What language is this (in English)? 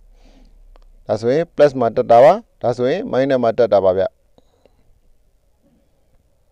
Burmese